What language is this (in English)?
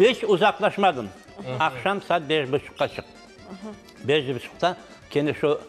Crimean Tatar